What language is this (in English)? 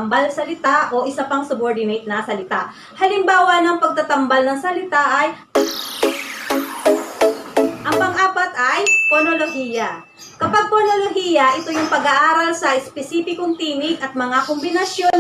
Filipino